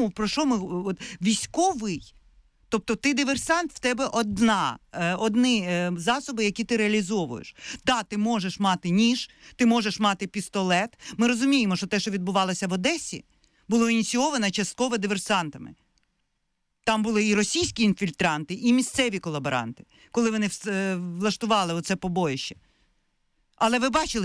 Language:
Ukrainian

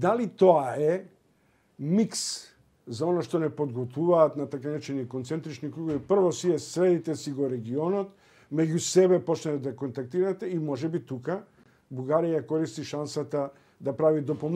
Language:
Macedonian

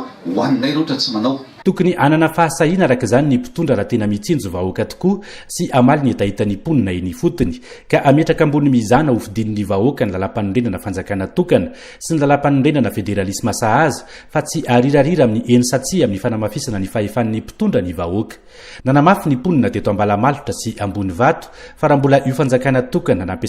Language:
Malagasy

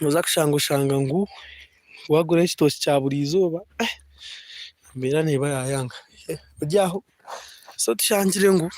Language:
Nyankole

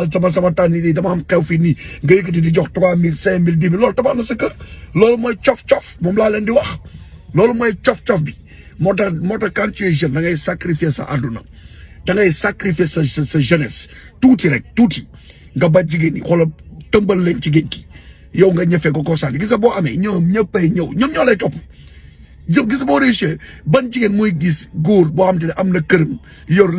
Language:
Wolof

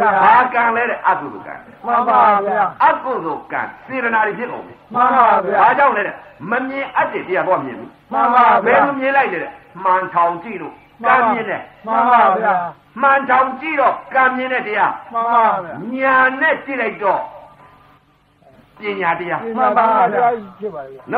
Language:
Burmese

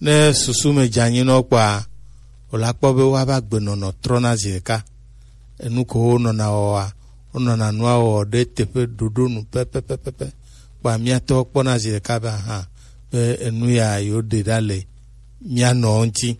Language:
Gen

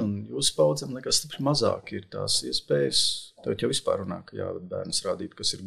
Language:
Latvian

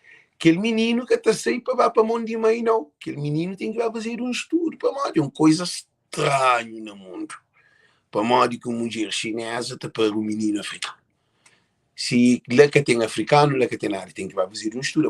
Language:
Kabuverdianu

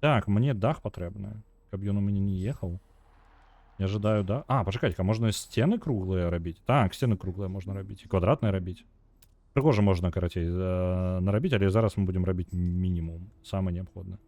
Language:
Belarusian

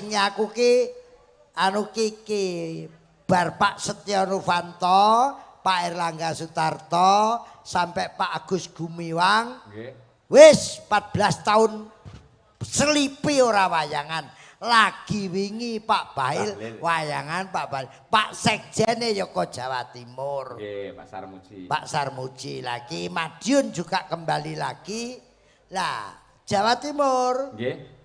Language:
Javanese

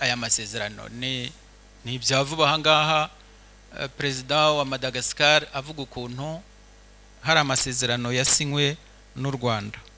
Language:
Kinyarwanda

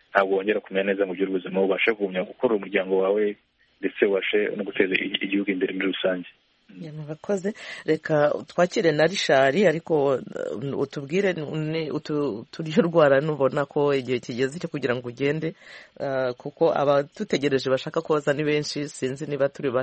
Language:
Kinyarwanda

